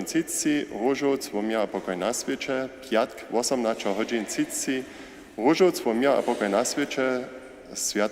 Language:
Upper Sorbian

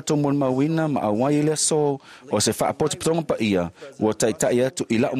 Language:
Samoan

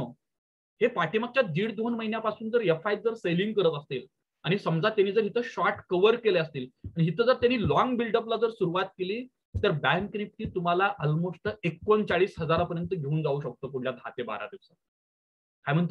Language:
Marathi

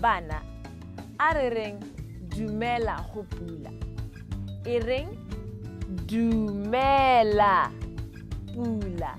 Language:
Tswana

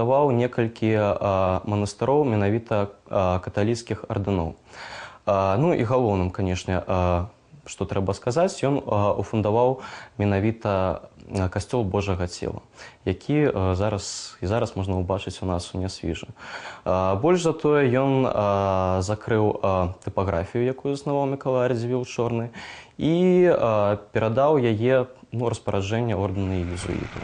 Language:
Belarusian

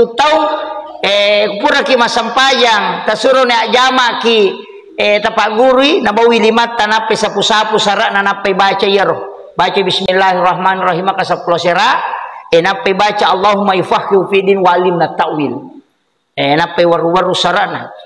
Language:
Buginese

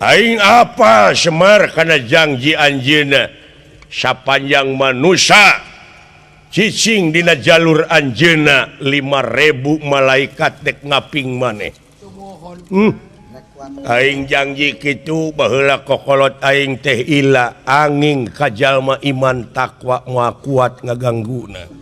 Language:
Sundanese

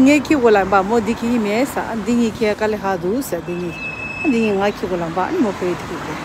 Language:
Tibetan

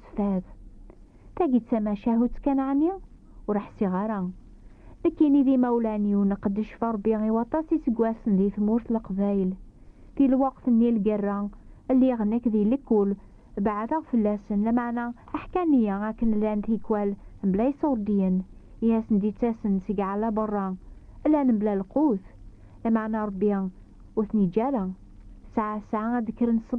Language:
Kabyle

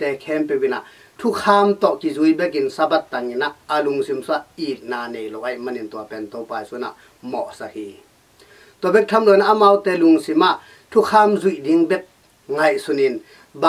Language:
Tedim Chin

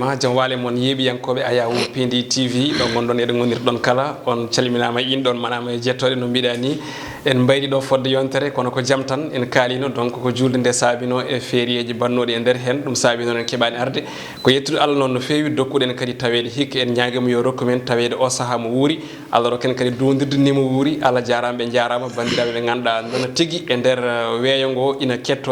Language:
Fula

